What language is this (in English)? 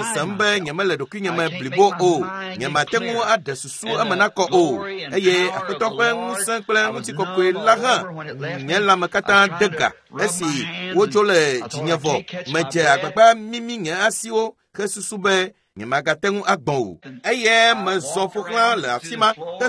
Ewe